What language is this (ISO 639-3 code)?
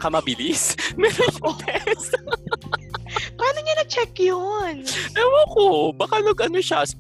fil